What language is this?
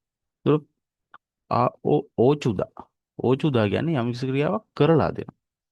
Sinhala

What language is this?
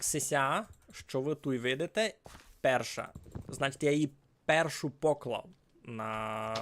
Rusyn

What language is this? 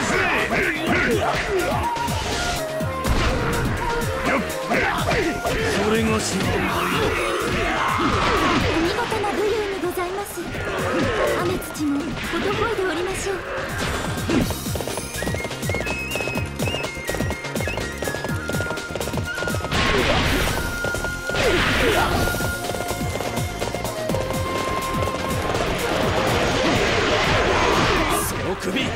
Japanese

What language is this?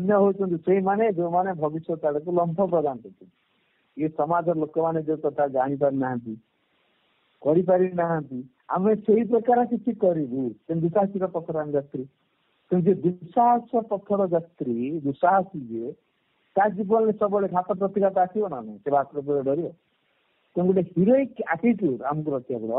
Odia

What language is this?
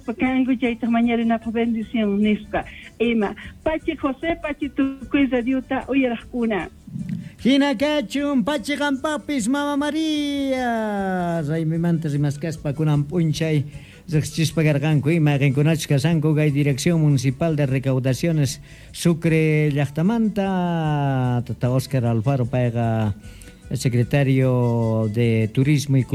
South Bolivian Quechua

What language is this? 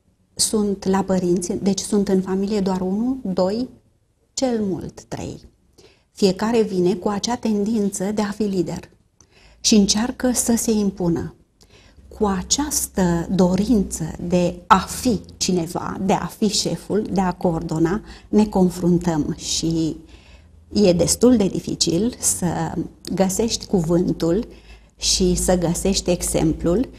Romanian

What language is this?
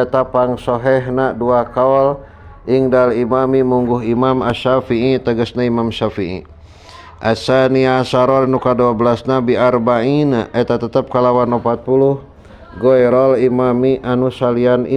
Sundanese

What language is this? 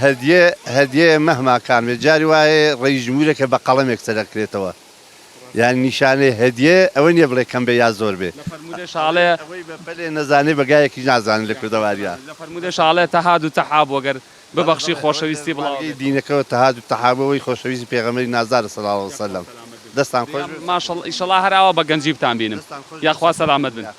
Central Kurdish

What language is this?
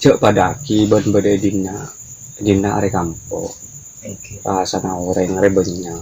Madurese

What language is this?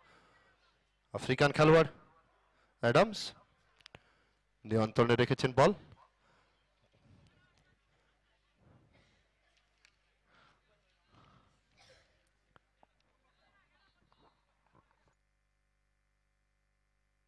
Bangla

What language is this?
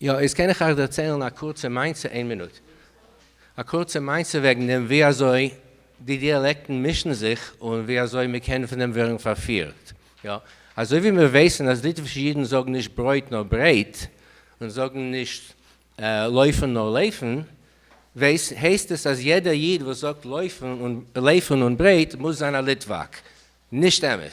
Yiddish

